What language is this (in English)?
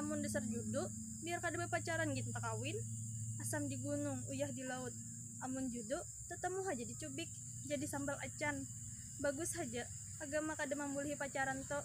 Banjar